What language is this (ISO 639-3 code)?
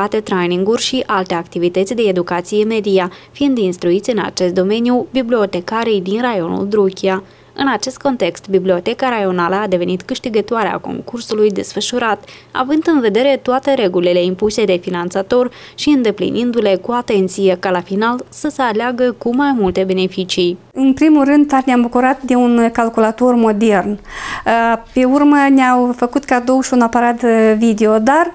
ron